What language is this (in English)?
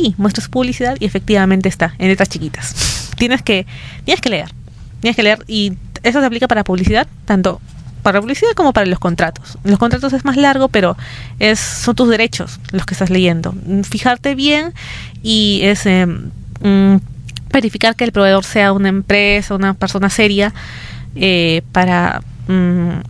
Spanish